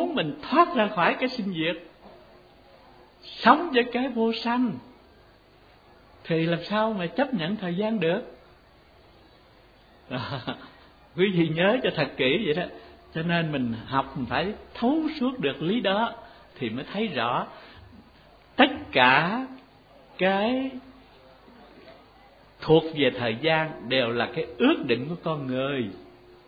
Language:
Vietnamese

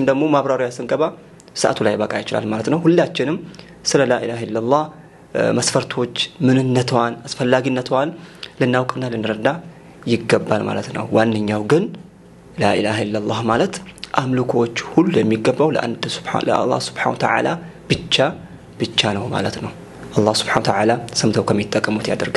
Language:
Amharic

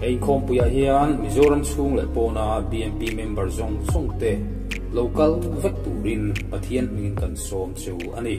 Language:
Mizo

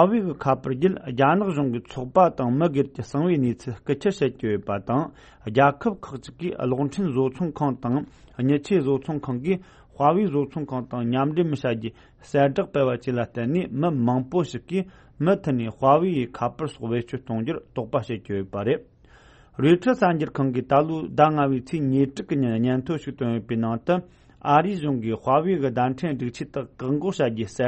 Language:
Tibetan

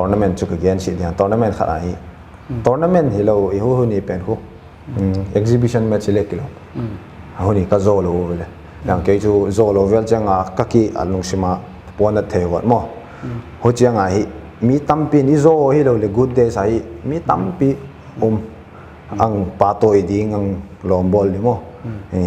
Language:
Paite Chin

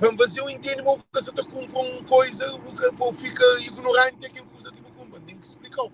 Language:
Kabuverdianu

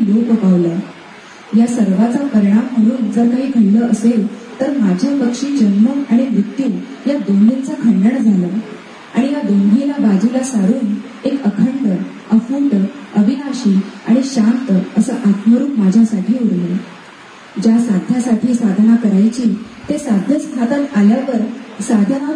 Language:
Marathi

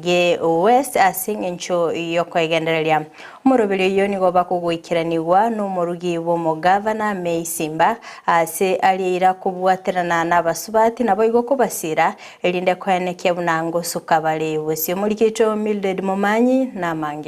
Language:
Gusii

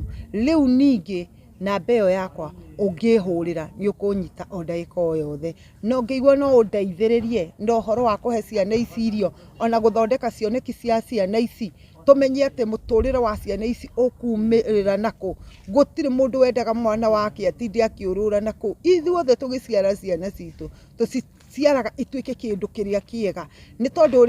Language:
Kikuyu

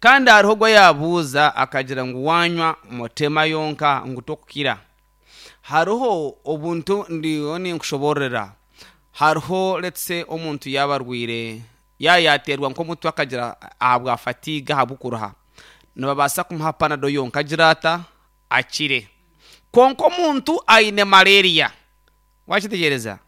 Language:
Nyankole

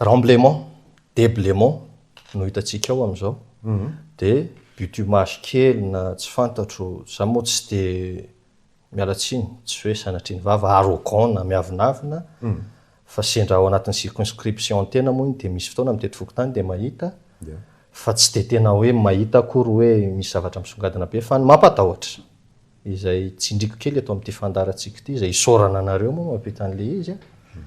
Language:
Malagasy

